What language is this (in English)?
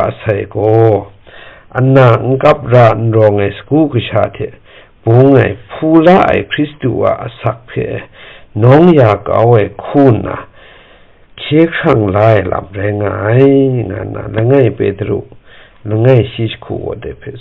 Kachin